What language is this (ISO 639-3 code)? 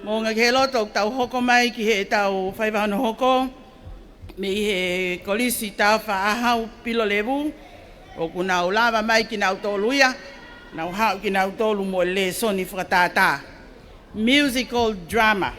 ton